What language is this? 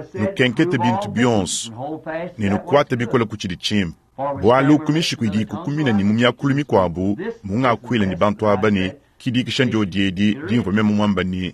Luba-Lulua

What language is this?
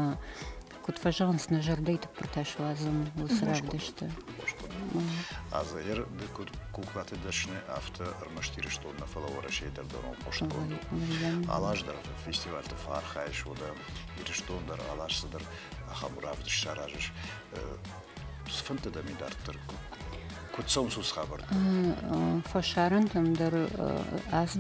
Ossetic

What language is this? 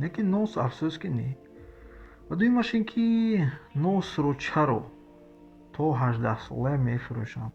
Tajik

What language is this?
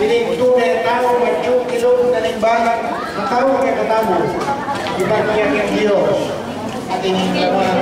Pampanga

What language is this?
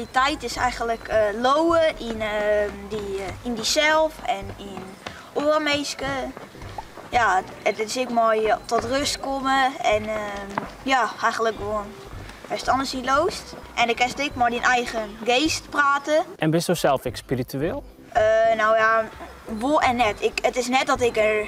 Western Frisian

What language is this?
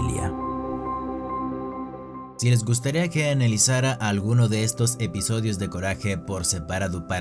Spanish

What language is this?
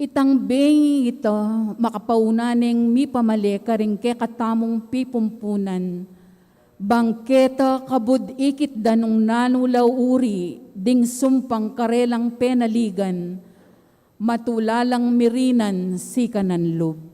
Pampanga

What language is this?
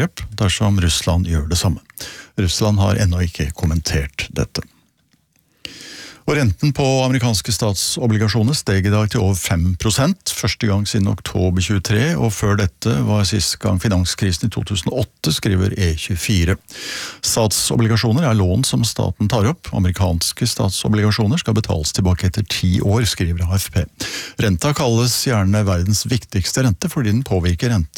Norwegian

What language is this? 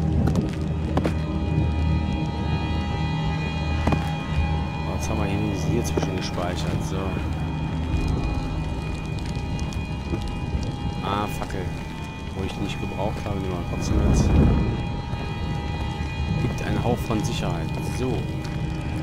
German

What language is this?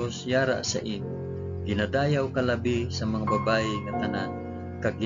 Hiligaynon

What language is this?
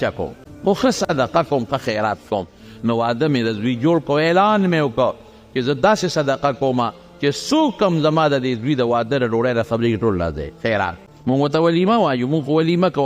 Pashto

